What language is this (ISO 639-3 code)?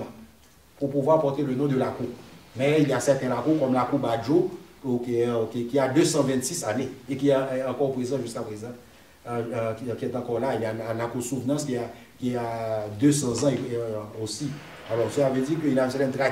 fra